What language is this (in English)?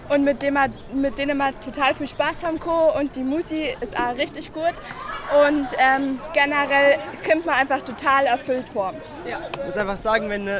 German